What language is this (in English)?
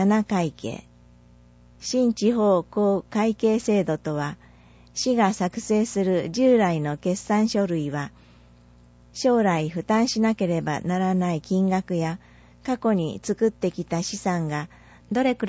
Japanese